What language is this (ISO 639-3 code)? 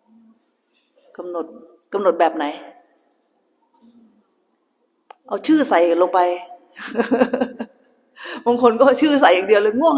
tha